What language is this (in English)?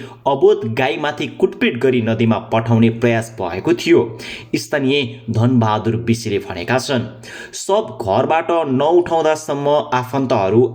Nepali